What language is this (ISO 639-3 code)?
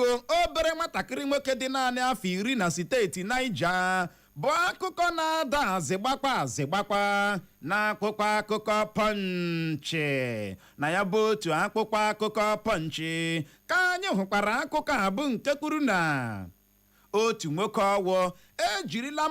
ibo